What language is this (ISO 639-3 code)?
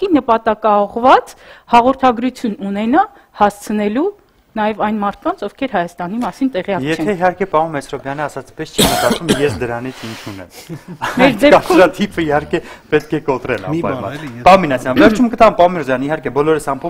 hye